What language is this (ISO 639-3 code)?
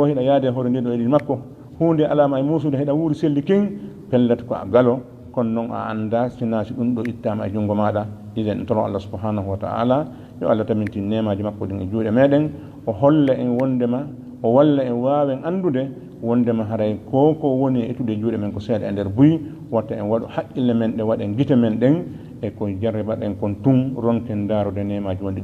ful